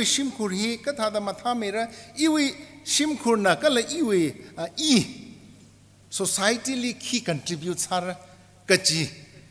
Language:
Tangkhul Naga (India)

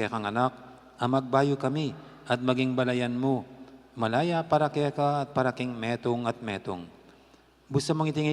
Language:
Pampanga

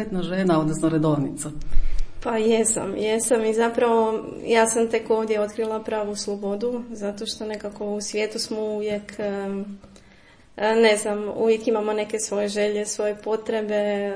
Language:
Croatian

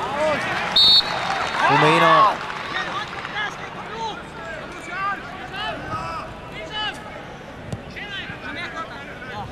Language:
Danish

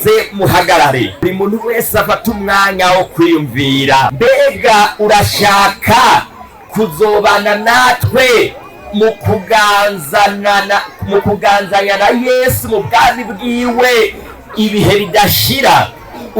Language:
Rundi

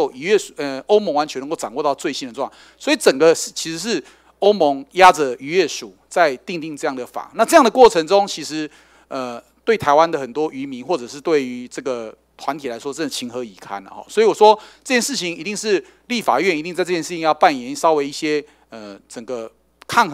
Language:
Chinese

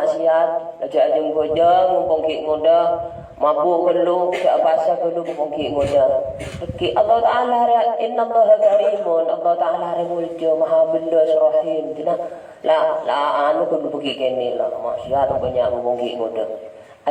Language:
Madurese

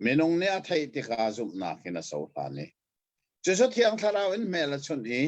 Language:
Hakha Chin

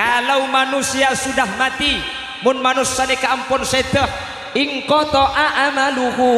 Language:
Madurese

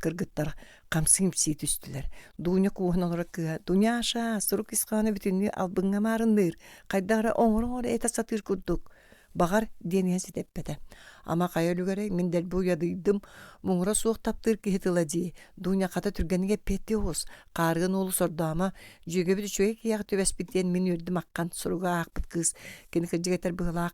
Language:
Yakut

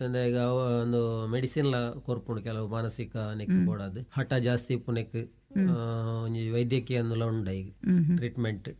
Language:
Tulu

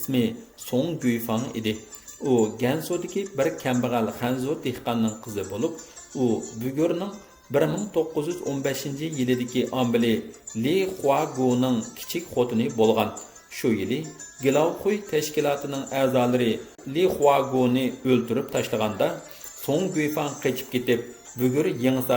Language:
Uyghur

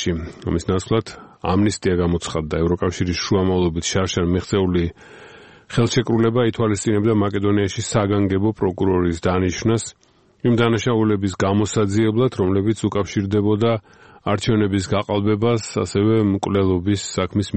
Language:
Georgian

